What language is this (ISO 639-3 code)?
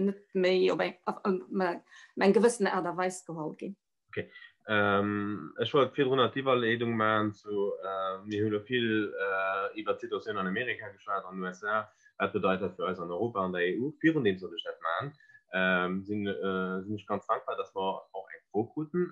ltz